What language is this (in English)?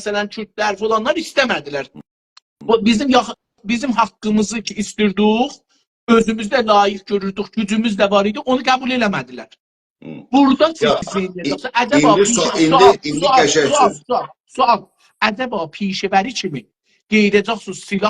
South Azerbaijani